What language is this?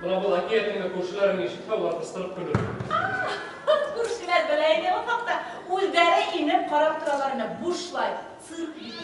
Bashkir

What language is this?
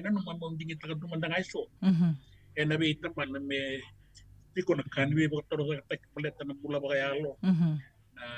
Fijian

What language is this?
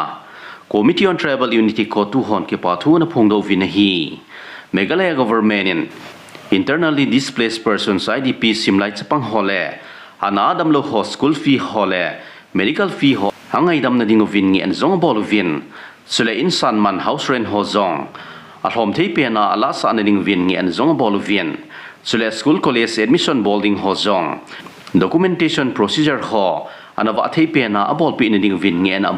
Thado Chin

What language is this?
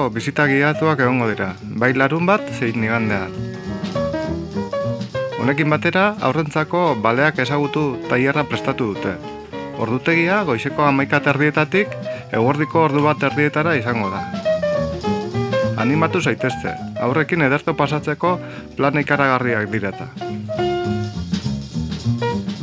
Basque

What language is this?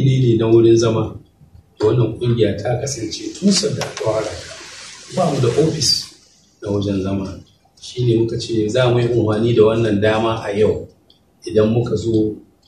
Hausa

